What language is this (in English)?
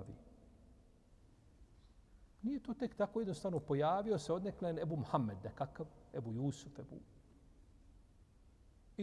Bosnian